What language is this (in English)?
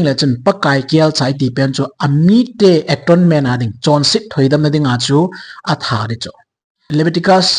Thado Chin